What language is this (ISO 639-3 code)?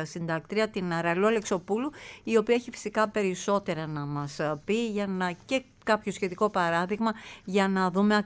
ell